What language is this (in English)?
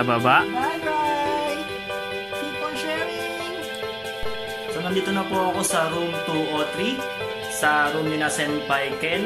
Filipino